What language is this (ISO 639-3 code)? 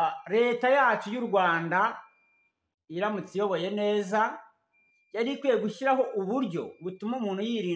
kin